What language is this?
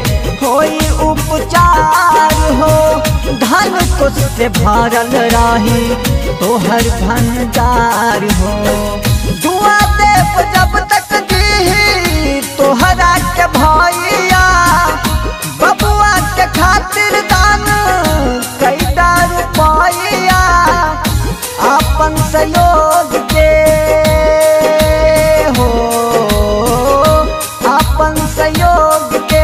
Bhojpuri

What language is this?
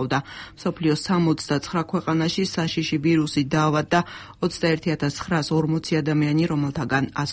Georgian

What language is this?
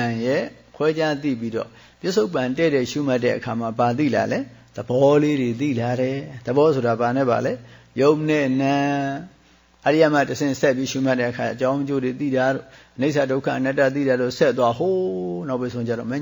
Burmese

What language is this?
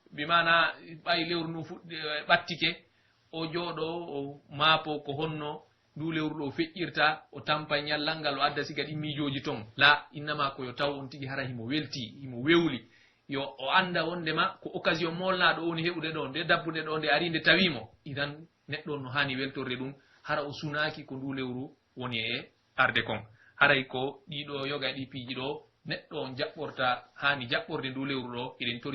Pular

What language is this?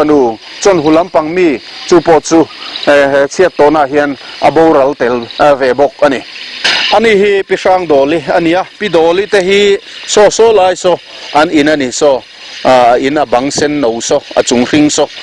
Mizo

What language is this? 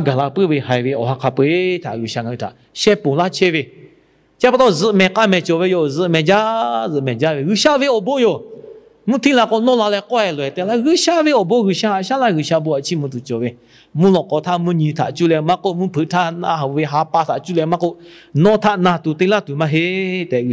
Lahu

